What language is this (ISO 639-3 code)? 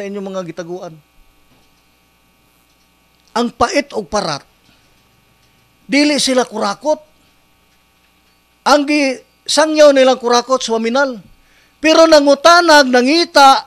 ceb